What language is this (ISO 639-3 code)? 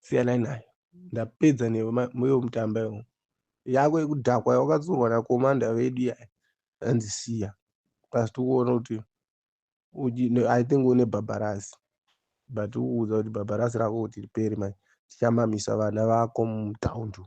sna